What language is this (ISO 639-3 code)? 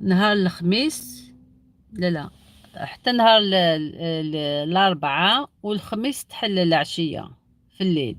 arq